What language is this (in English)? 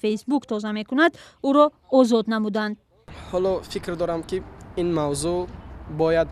Tajik